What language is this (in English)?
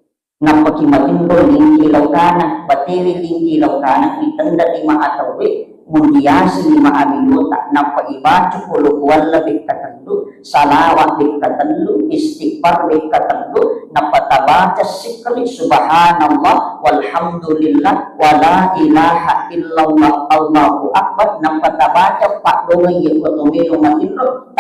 Buginese